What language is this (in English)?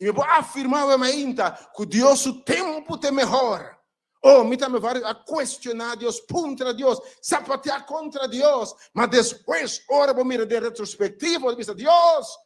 Papiamento